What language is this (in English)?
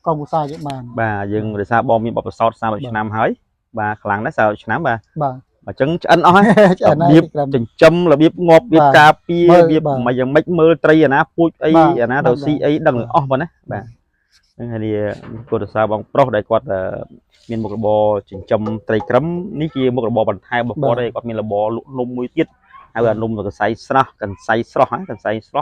Khmer